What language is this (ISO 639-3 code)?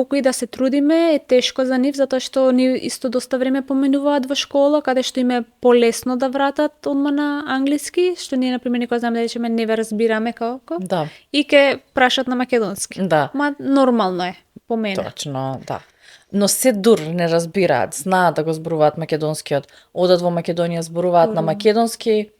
mkd